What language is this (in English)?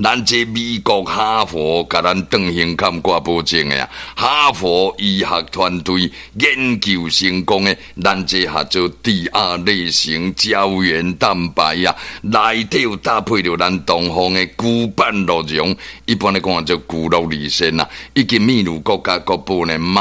Min Nan Chinese